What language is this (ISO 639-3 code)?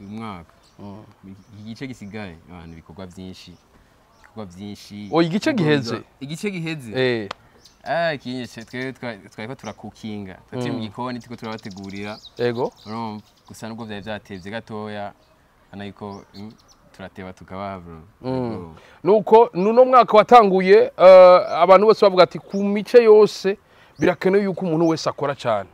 run